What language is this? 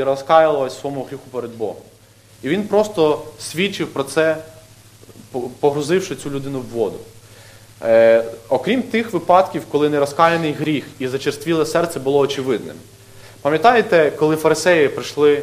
Ukrainian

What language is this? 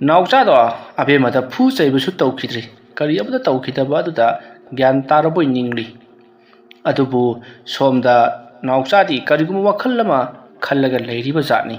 Manipuri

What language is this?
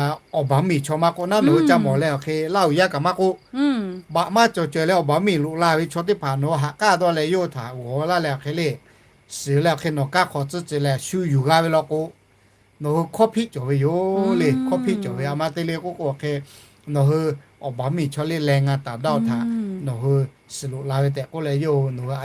Lahu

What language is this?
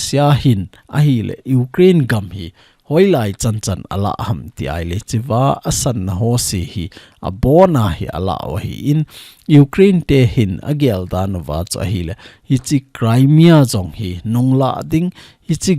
Thado Chin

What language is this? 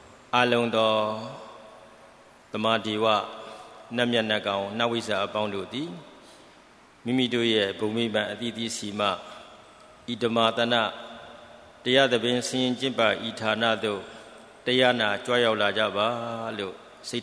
Burmese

